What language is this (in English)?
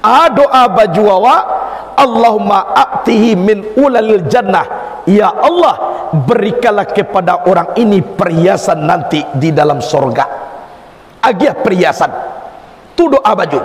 Minangkabau